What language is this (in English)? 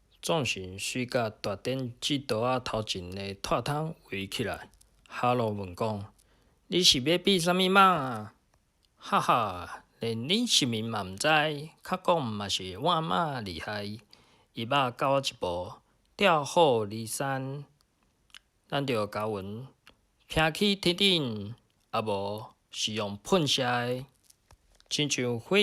Min Nan Chinese